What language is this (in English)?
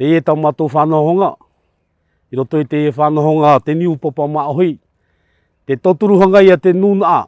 Tahitian